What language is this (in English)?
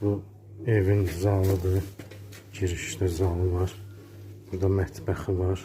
Azerbaijani